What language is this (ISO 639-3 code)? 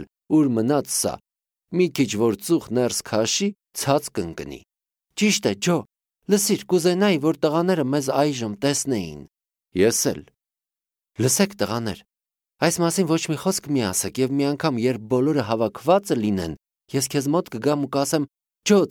hye